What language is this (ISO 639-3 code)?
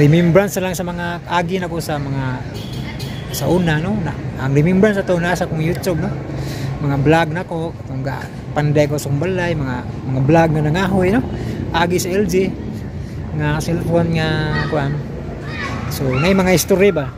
ceb